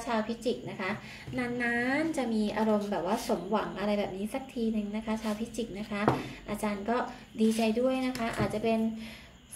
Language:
Thai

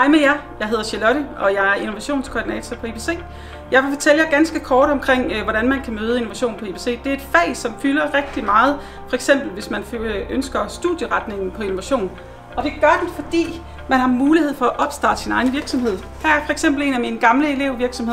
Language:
Danish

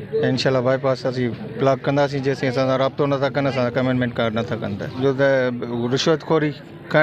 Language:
Sindhi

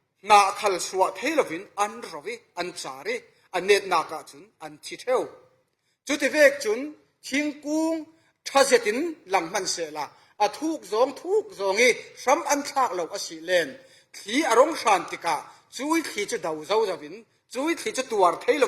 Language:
Falam Chin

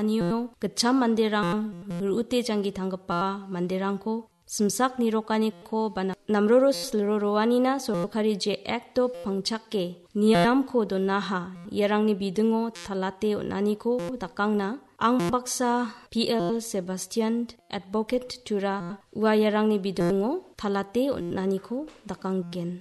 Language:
Garo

